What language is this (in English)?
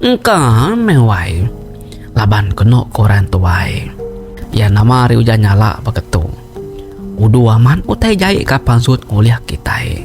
Iban